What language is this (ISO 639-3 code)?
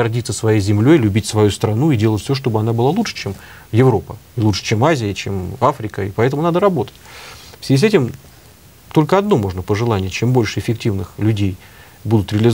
rus